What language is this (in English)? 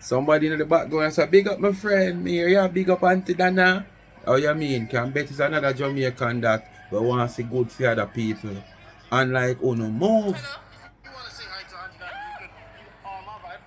Jamaican Creole English